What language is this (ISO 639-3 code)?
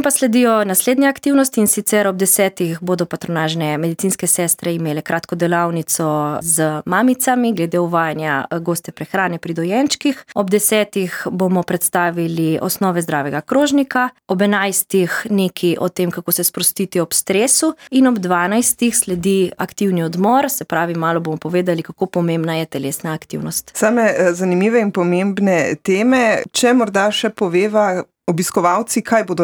slv